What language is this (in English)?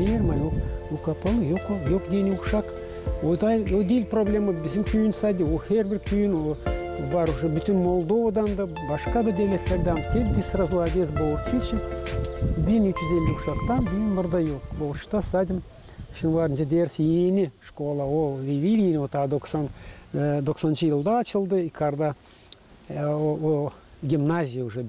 Gagauz